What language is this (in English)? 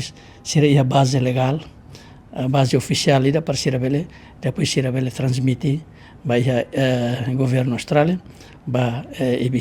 Tetum